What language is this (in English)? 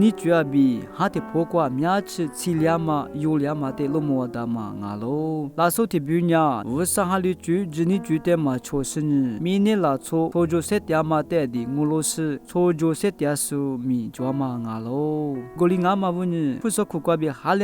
Lisu